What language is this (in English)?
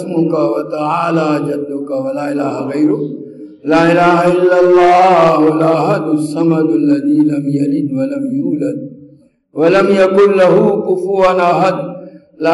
Urdu